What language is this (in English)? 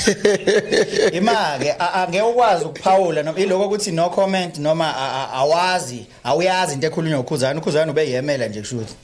Zulu